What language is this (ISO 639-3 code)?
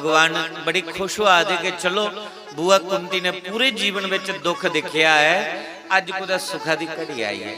doi